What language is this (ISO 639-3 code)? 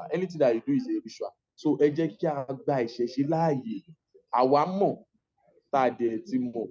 yor